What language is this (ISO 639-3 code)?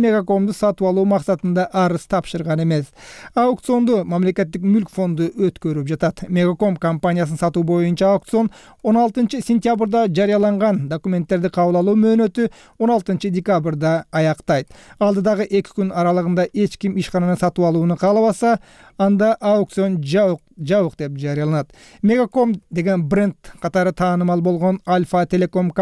kir